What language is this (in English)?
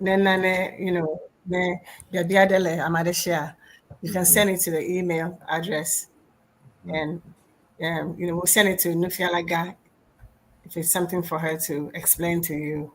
Ewe